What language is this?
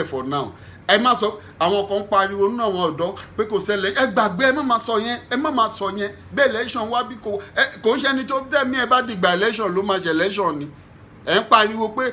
Yoruba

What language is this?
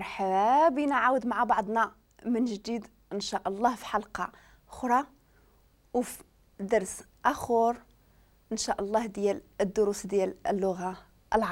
Moroccan Arabic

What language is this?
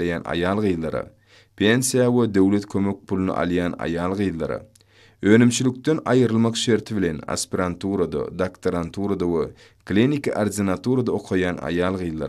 Turkmen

